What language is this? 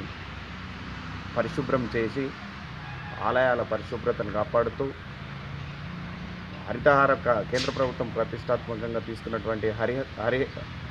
Telugu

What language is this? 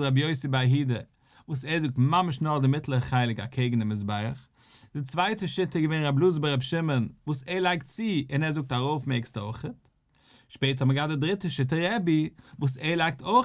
Yiddish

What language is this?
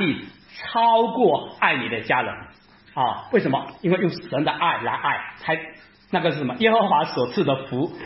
Chinese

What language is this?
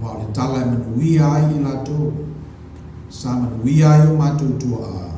Samoan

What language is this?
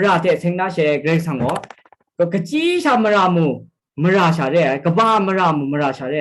Kachin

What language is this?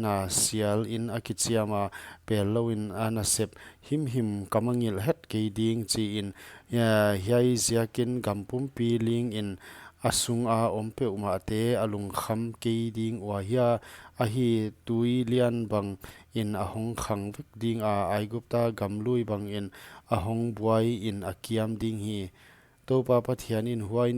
Paite Chin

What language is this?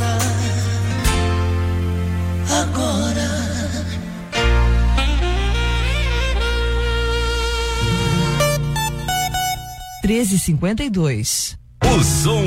Portuguese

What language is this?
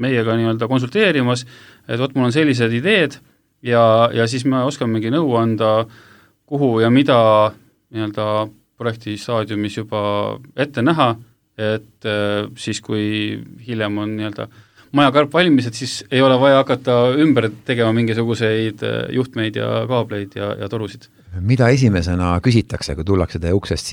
Estonian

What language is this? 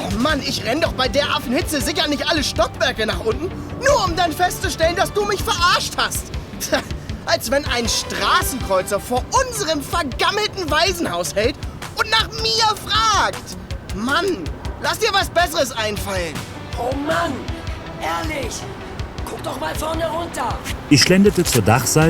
Swiss German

